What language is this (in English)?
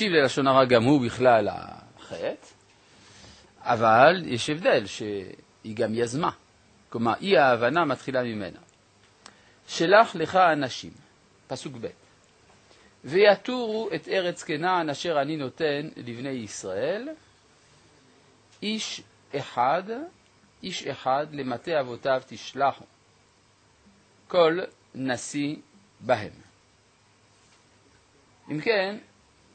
Hebrew